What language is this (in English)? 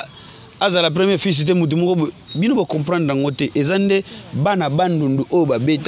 Lingala